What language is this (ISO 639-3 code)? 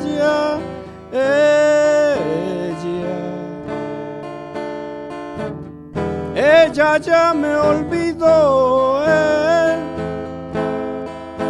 spa